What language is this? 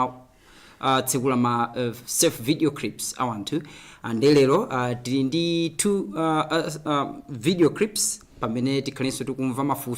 Nyanja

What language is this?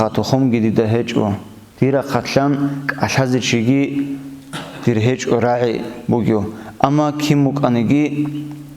Avaric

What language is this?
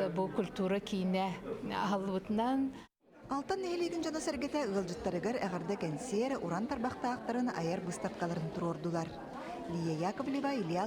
Yakut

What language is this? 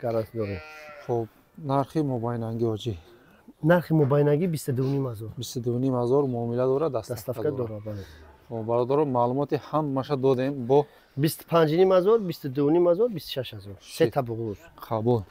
Tajik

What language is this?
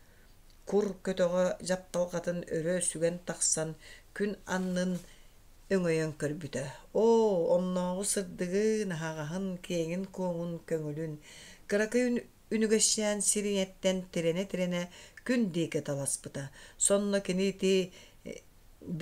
Yakut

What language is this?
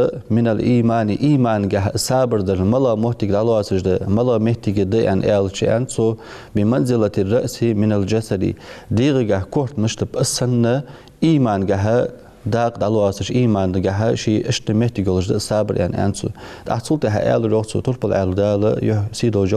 Ingush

